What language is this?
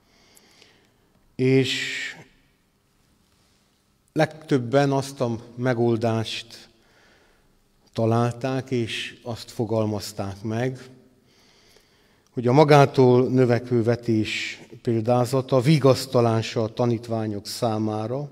Hungarian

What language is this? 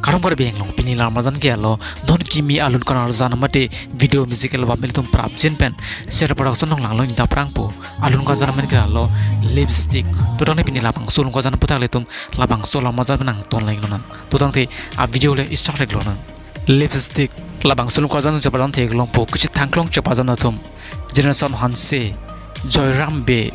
Karbi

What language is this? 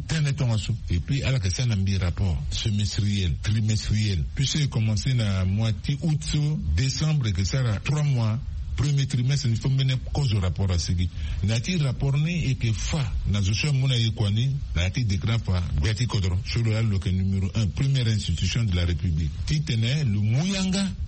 Sango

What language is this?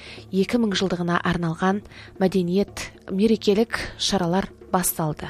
Kazakh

